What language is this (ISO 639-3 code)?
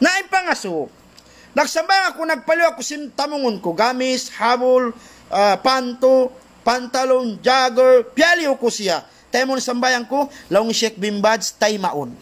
tsg